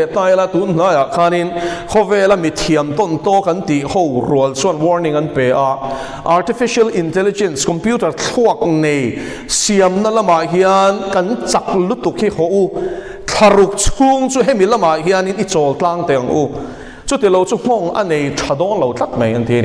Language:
Mizo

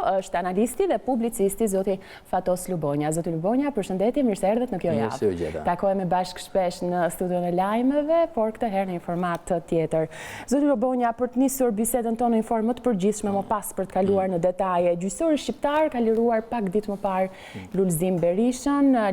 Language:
Albanian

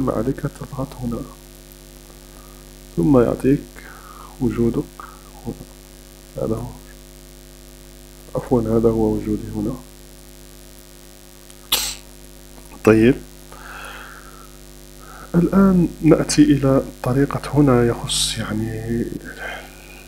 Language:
Arabic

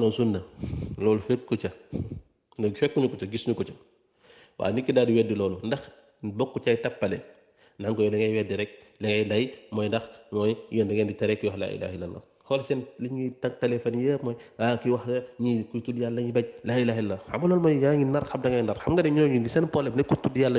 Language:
Wolof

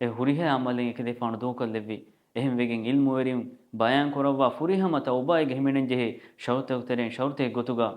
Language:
Divehi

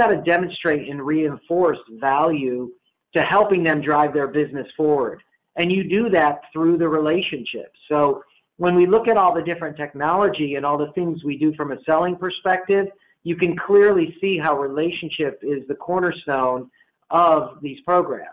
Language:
English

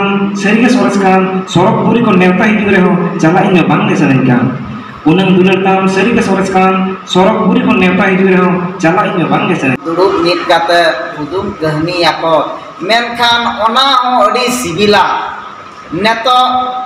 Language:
Santali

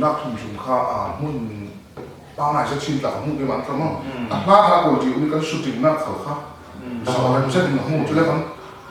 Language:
Falam Chin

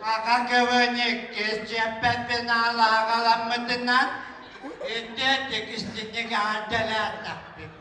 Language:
Yakut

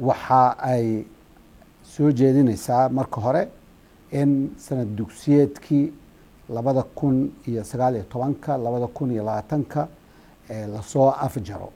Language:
Somali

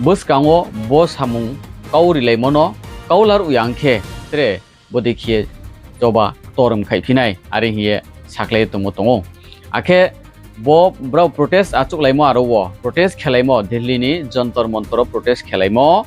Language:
Riang (India)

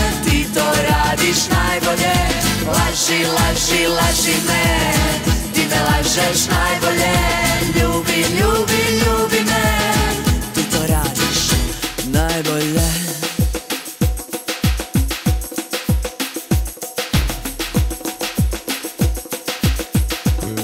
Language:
Serbian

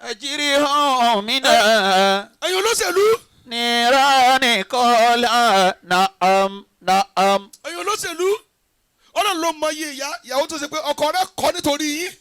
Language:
Yoruba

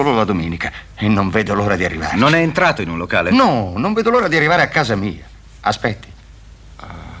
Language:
Italian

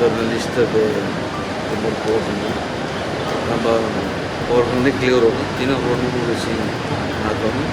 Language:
Tetum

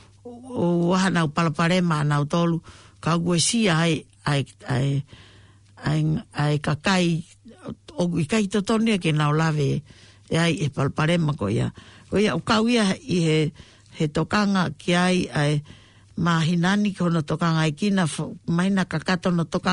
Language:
Tongan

